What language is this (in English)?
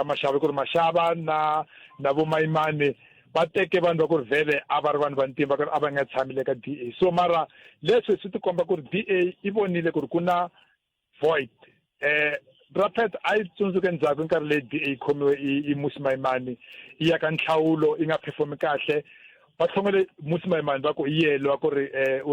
Tsonga